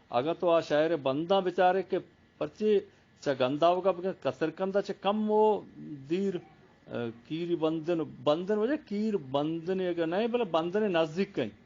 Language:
Eastern Balochi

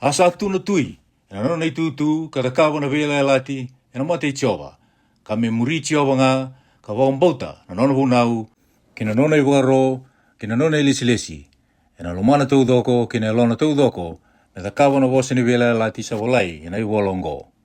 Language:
Fijian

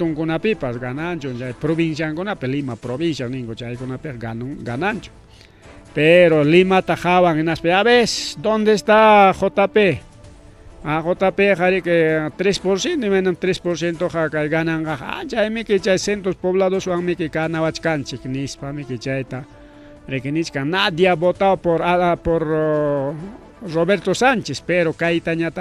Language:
Ayacucho Quechua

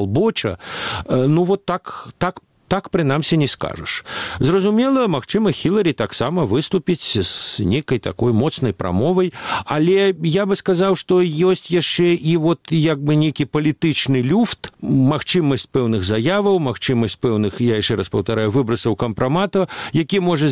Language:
Belarusian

